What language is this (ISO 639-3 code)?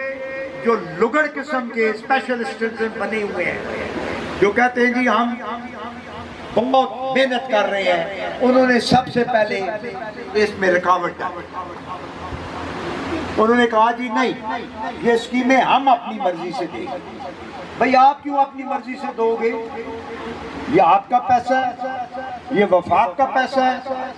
urd